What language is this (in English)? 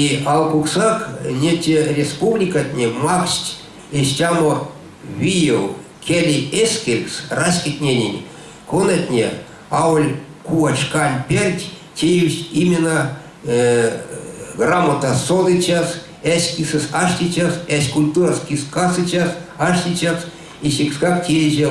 Erzya